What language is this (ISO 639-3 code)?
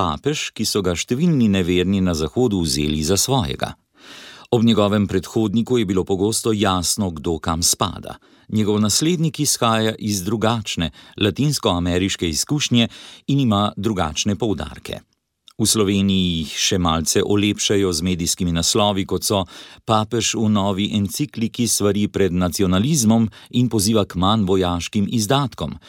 slv